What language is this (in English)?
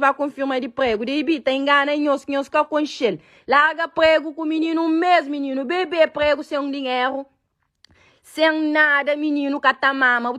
Kabuverdianu